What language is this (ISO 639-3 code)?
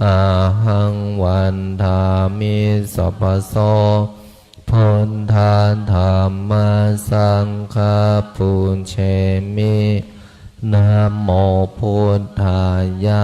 pli